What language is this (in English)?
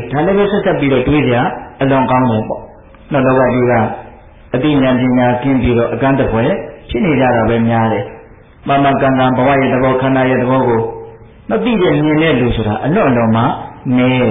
Burmese